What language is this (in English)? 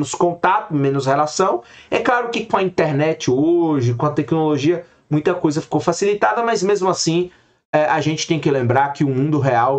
Portuguese